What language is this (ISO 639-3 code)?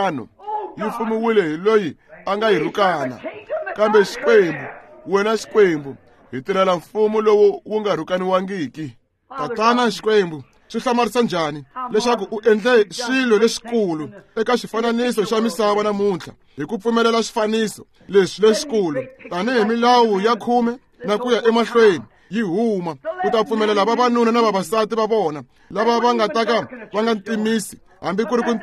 tso